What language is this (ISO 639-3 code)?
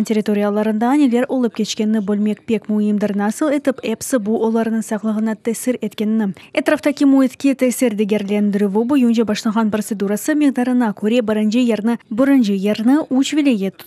crh